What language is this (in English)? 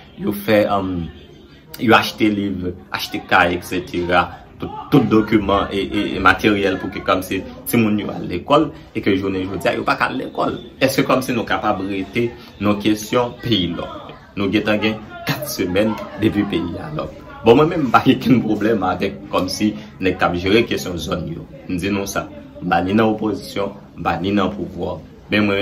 Haitian Creole